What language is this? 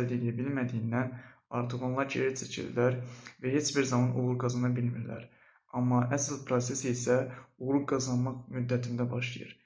Azerbaijani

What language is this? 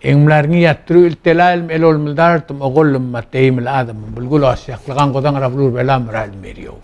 Palauan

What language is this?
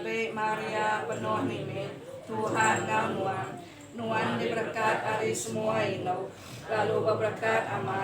Iban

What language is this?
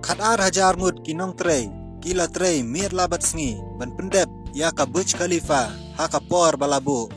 Khasi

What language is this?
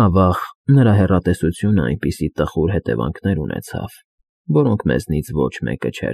Armenian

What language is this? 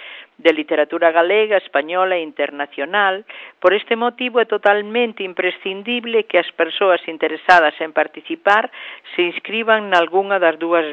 Galician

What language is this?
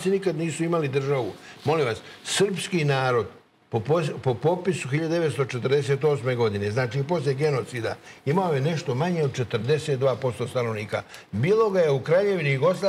Serbian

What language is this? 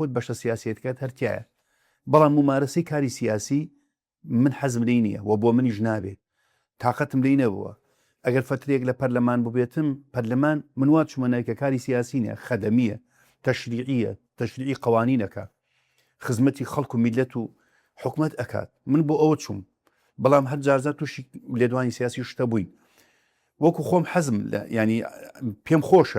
Central Kurdish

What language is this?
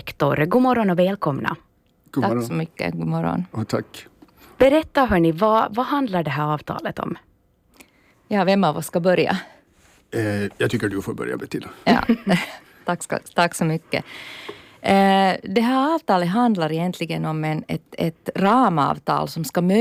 Swedish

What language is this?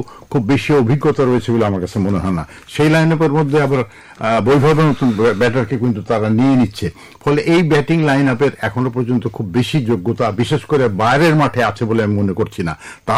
Bangla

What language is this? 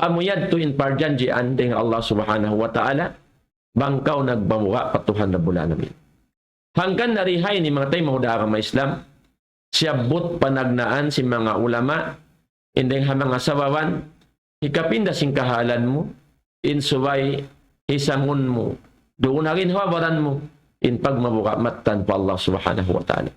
Tausug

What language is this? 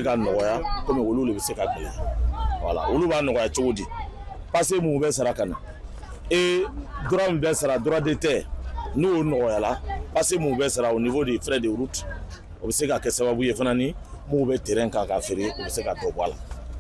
Bambara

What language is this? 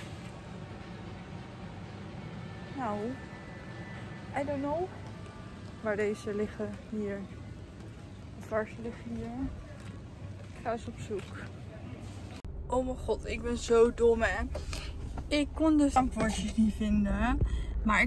Dutch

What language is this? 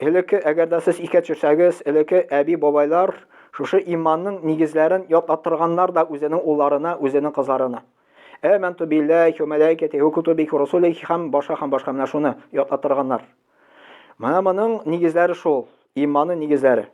Tatar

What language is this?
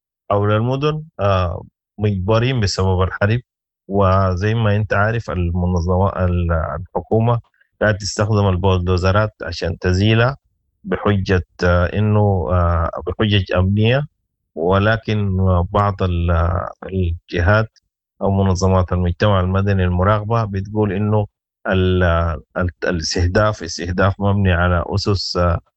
Sudanese Arabic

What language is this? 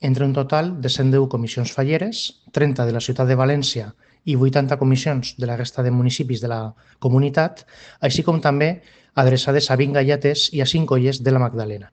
Catalan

